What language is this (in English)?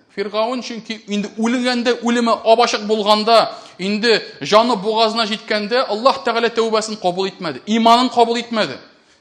Tatar